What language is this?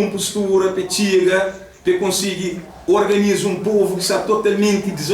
Kabuverdianu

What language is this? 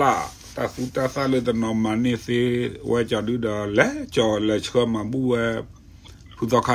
S'gaw Karen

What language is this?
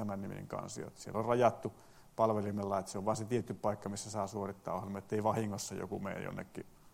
Finnish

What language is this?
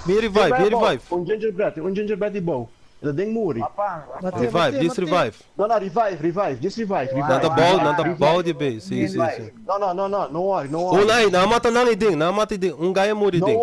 Papiamento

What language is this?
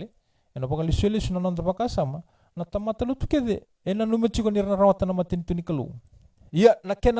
Fijian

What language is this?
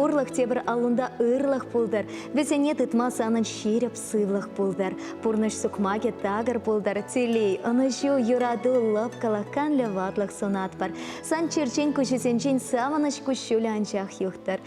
Chuvash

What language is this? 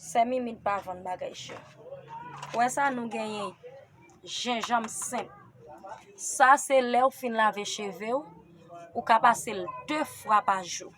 Haitian Creole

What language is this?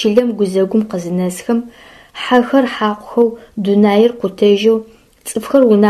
Adyghe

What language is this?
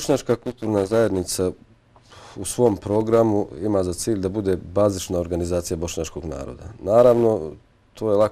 Bosnian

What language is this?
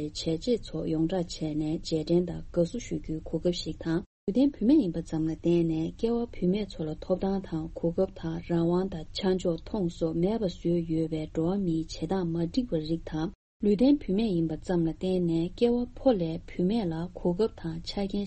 Tibetan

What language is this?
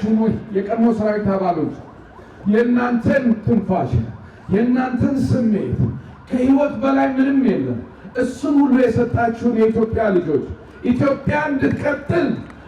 Amharic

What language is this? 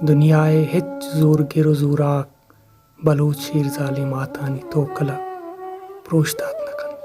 Baluchi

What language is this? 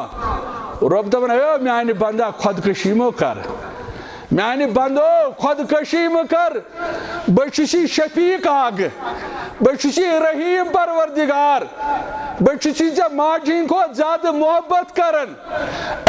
Kashmiri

